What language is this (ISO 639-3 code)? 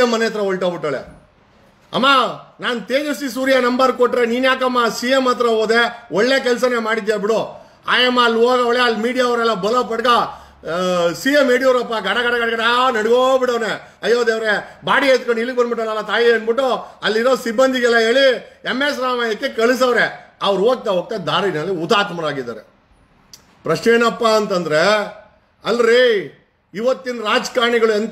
kan